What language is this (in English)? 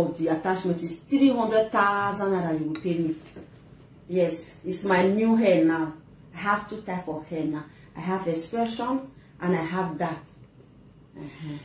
Nigerian Pidgin